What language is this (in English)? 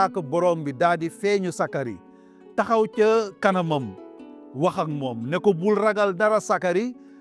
Wolof